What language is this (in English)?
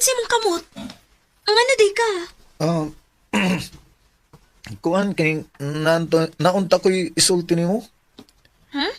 Cebuano